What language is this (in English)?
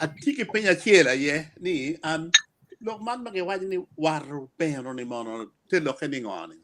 Acoli